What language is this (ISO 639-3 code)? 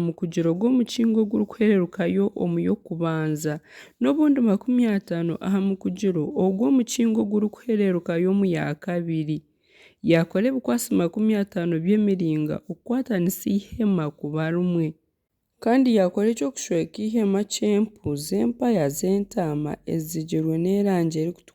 nyn